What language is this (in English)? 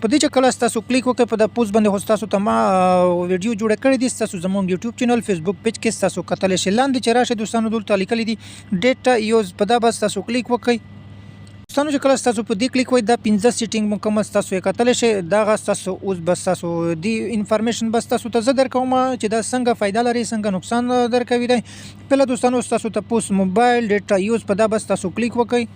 Pashto